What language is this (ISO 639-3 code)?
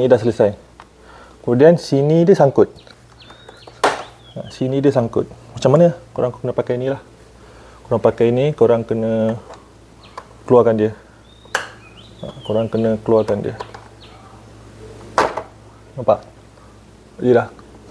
msa